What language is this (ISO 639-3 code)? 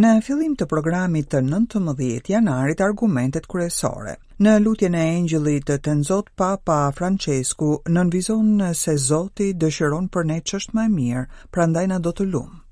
sqi